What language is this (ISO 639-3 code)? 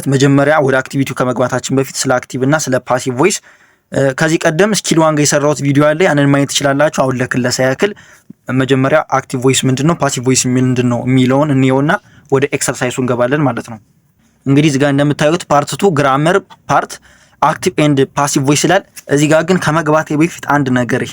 amh